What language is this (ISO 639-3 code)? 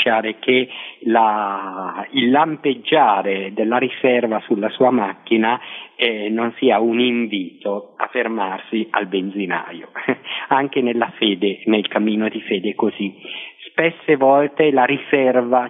ita